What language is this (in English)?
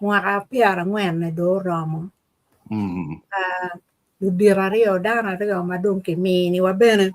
Acoli